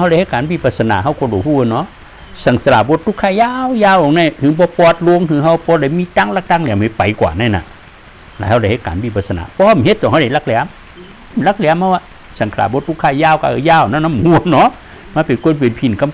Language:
Shan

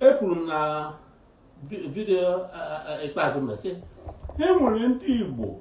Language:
Igbo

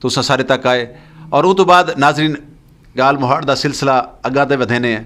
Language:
Saraiki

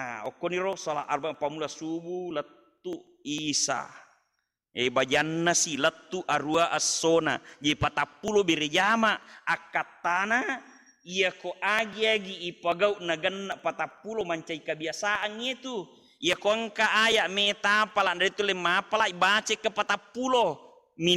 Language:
Buginese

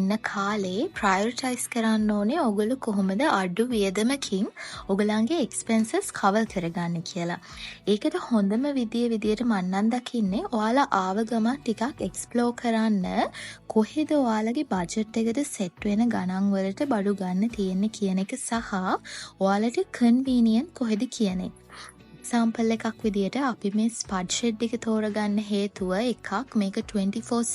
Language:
Sinhala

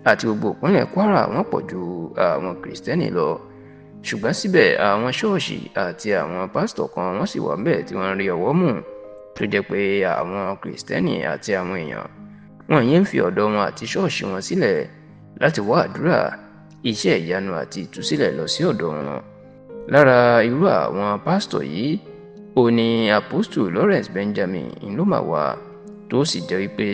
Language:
Yoruba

